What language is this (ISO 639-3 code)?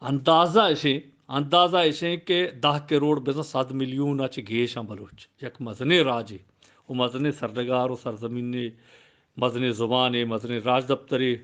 bgp